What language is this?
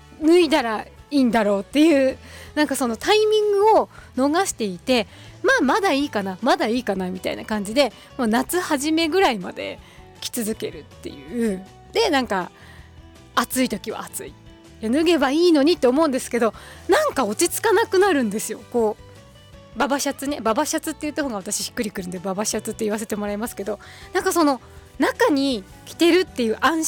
Japanese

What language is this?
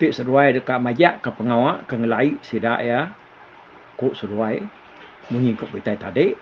Iban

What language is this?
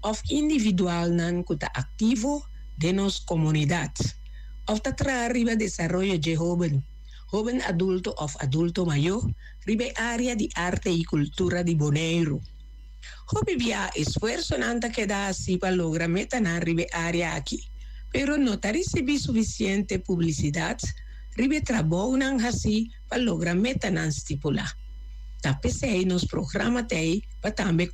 Papiamento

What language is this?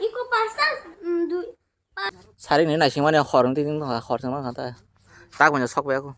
Kok Borok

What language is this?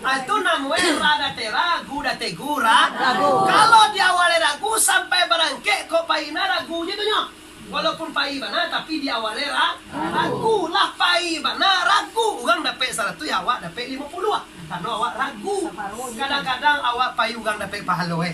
Minangkabau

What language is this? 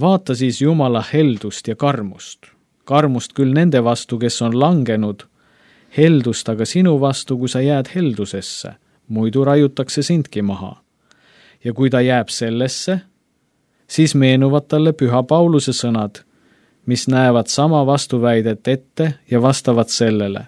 Estonian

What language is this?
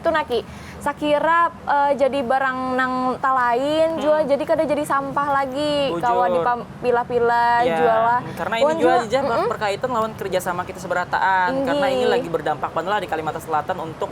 Banjar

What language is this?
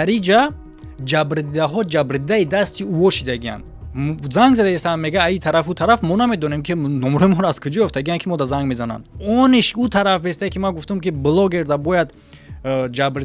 Tajik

